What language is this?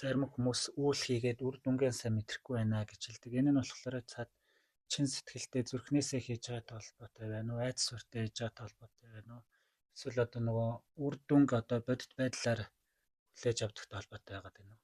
Mongolian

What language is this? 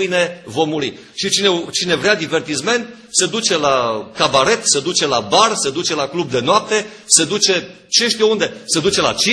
Romanian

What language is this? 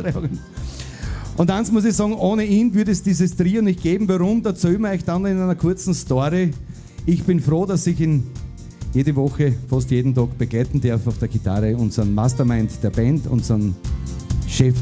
Bavarian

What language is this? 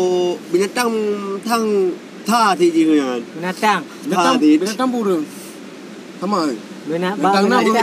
Achinese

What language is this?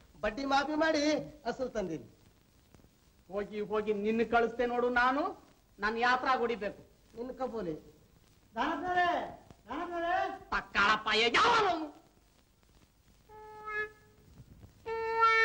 Kannada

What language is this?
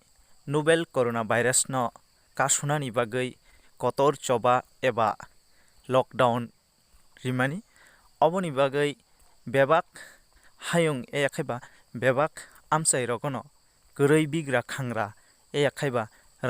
Kok Borok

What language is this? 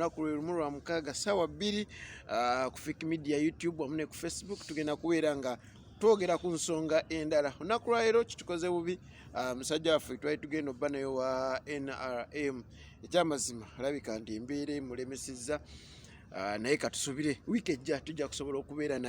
Ganda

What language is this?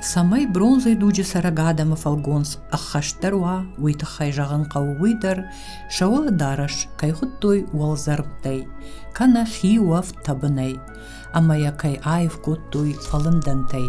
Ossetic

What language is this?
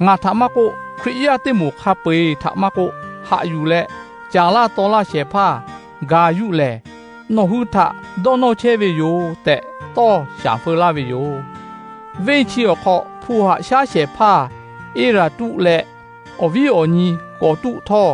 Lahu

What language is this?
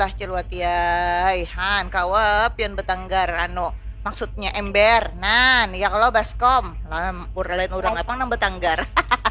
Banjar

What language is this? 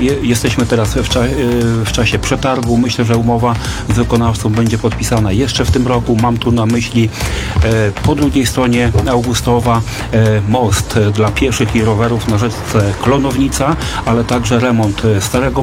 Polish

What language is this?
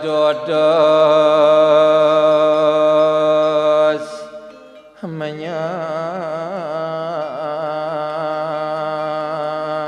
Balinese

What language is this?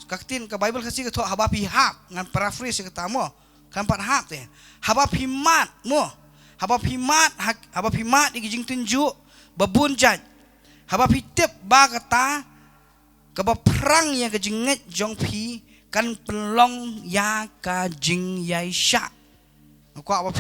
Khasi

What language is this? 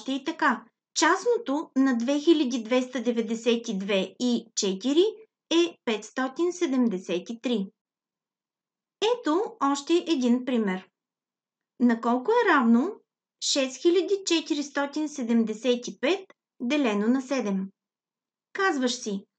Bulgarian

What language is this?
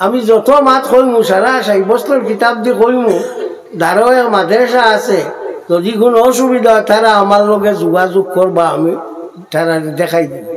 Sylheti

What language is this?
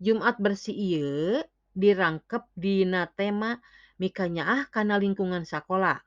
Sundanese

